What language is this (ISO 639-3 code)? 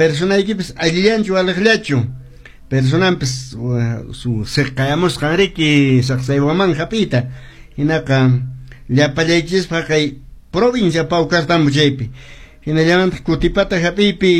que